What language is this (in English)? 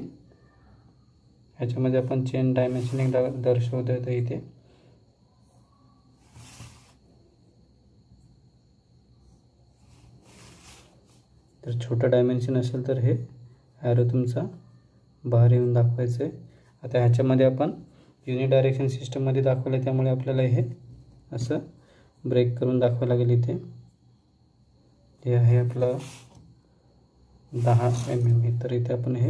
Marathi